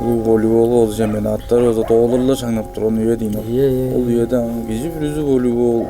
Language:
Tuvinian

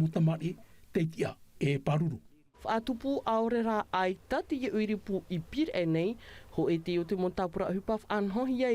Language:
Tahitian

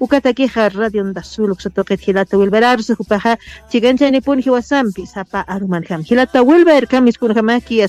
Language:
Aymara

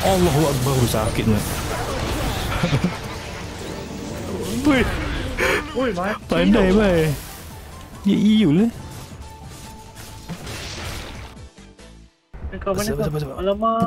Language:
Malay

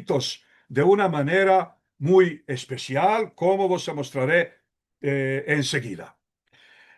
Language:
Ladino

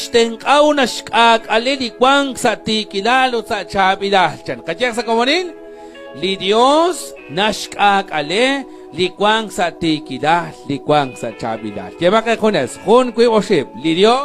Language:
Kekchí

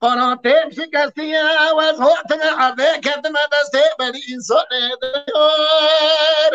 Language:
Kurdish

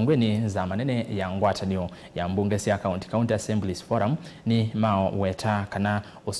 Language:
Kamba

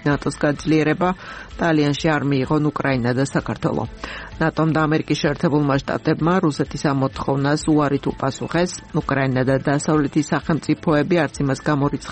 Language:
Georgian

